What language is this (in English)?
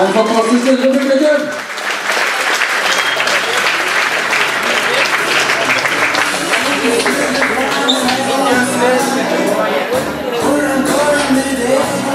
Norwegian